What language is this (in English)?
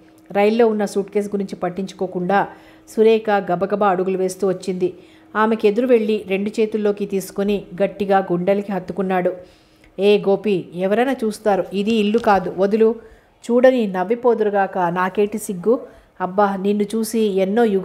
Telugu